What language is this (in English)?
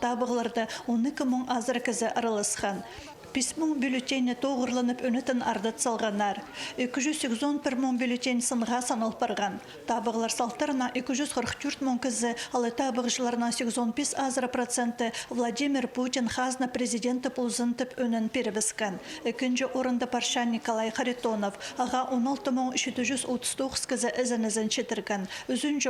Khakas